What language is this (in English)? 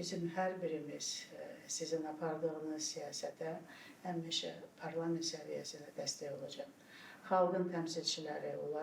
Azerbaijani